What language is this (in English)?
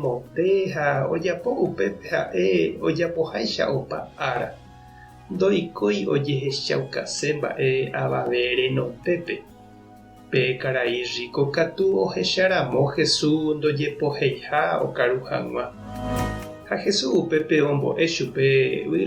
Guarani